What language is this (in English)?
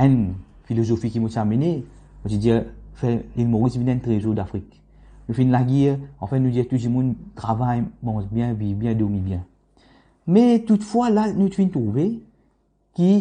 Morisyen